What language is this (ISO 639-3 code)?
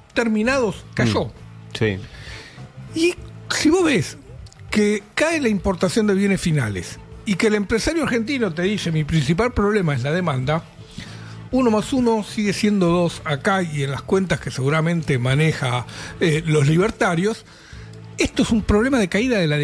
spa